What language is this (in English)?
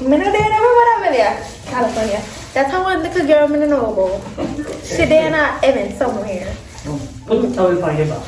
Jamaican Creole English